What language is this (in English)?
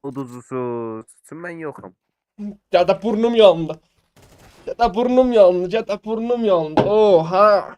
South Azerbaijani